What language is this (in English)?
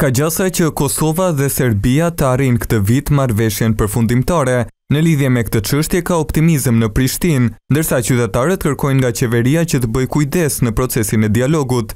Albanian